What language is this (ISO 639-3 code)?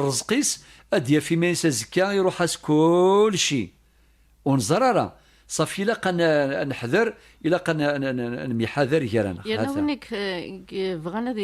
kab